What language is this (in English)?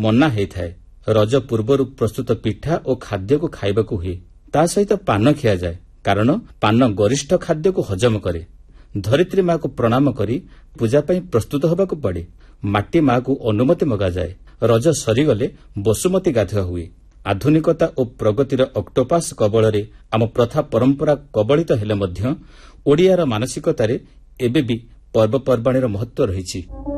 Odia